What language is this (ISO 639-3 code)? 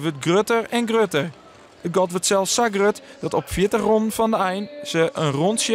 fry